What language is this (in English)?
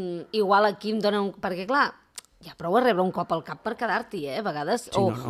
Catalan